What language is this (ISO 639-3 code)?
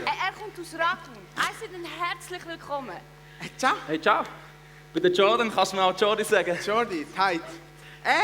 gsw